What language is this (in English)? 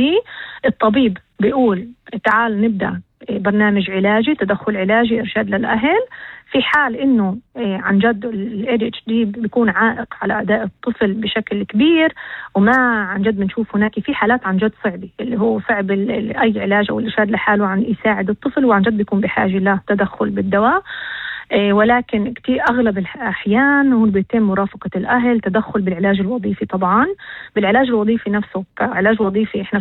North Levantine Arabic